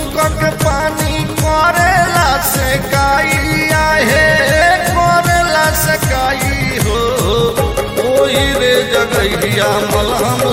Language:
Bhojpuri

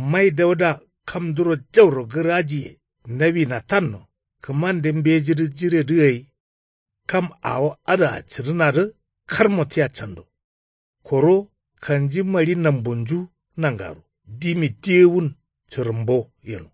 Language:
Kanuri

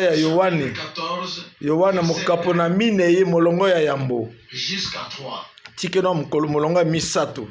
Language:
Lingala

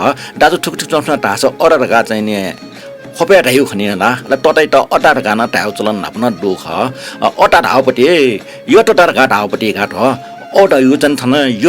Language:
Newari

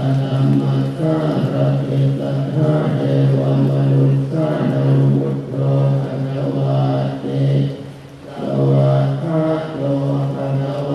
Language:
Pali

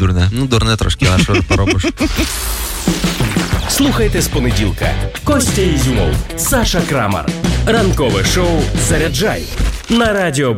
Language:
Ukrainian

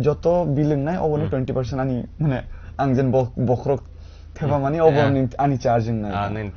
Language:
Kok Borok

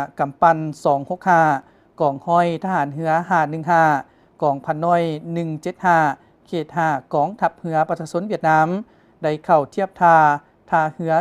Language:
Lao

